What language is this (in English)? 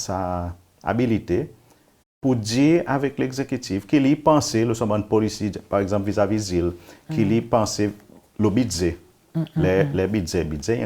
Seselwa Creole French